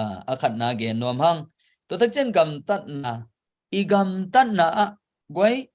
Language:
Tedim Chin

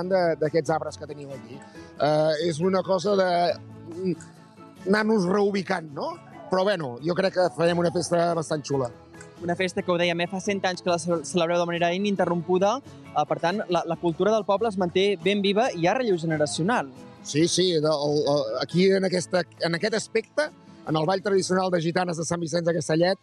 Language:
Catalan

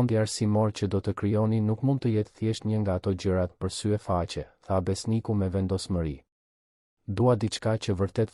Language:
Albanian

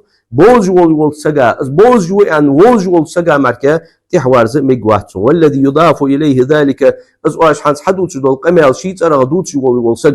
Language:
Ingush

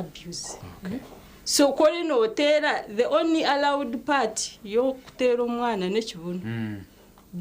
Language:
Nyankole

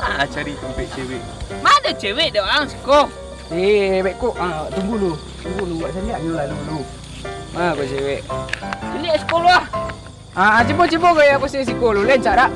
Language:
Minangkabau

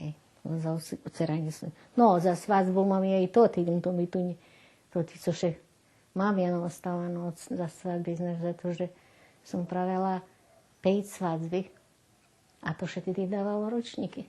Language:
Rusyn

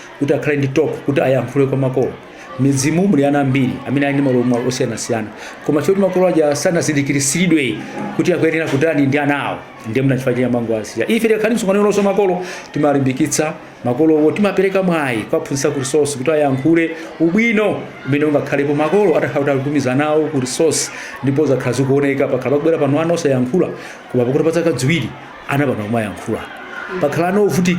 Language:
Nyanja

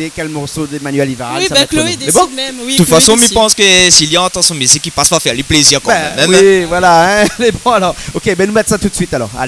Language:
Réunion Creole French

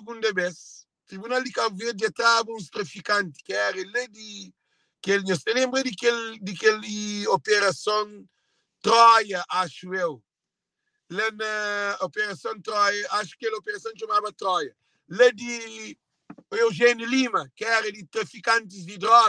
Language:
Kabuverdianu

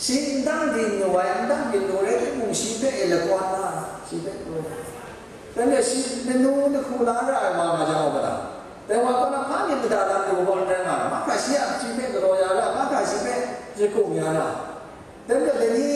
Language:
Kachin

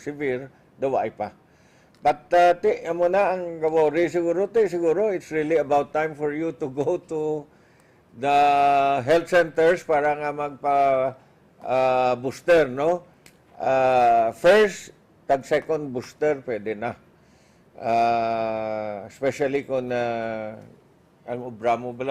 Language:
Hiligaynon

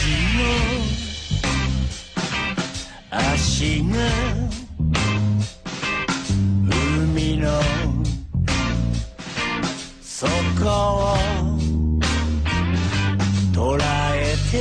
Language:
Japanese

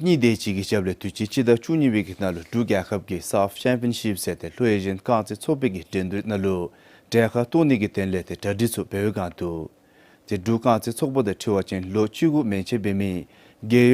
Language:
Dzongkha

